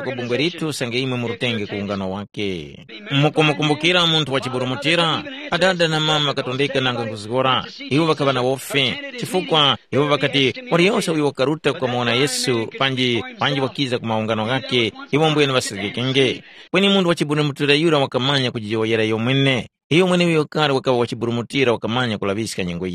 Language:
Tumbuka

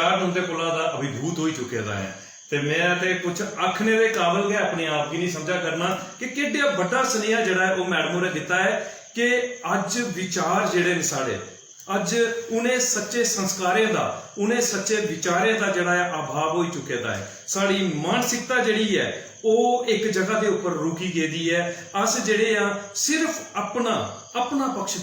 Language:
Dogri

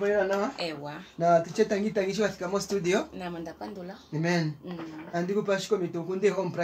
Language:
Kuanyama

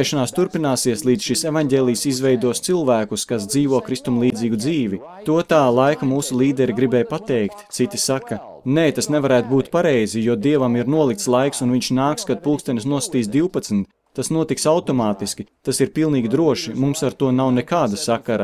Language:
Latvian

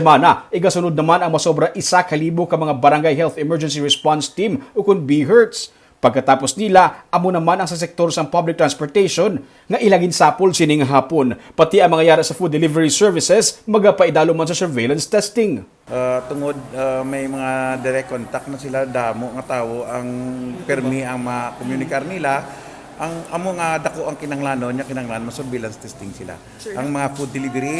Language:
Hiligaynon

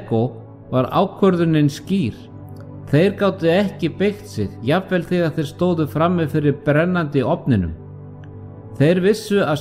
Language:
Icelandic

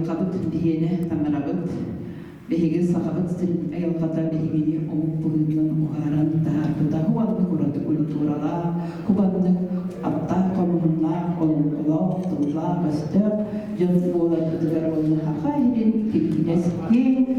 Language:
Yakut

